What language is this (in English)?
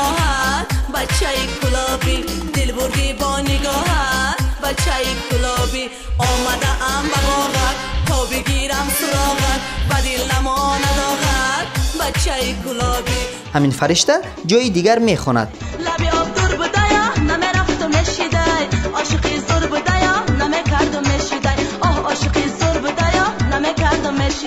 Tajik